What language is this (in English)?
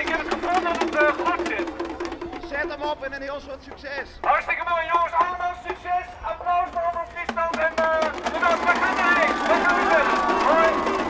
Western Frisian